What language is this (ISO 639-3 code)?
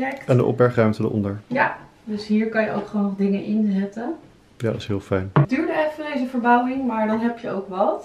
nld